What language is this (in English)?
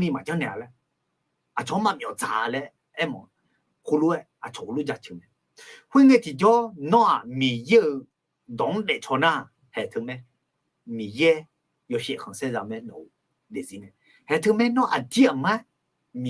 Akha